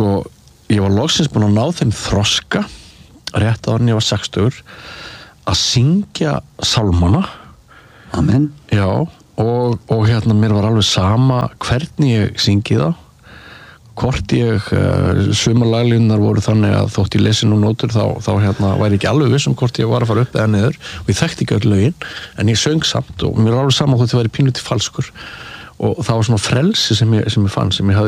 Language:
Icelandic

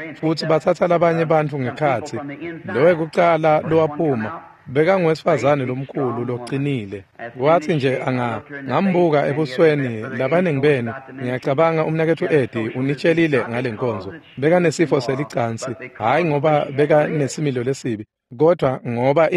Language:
Swati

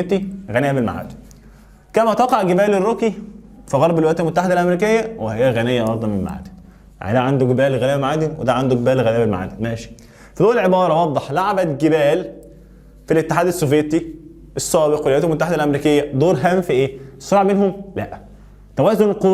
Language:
Egyptian Arabic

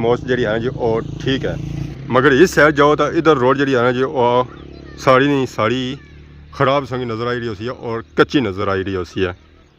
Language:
Pahari-Potwari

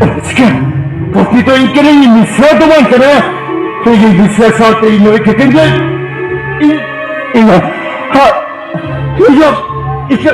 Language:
Santali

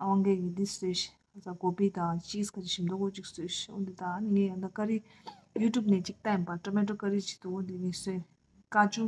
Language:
Tibetan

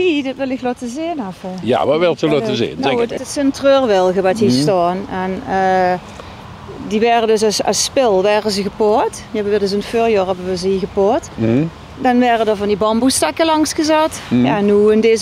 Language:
Limburgish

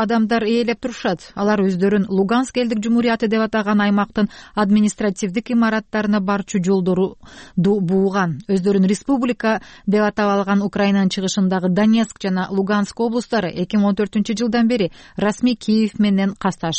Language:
Kyrgyz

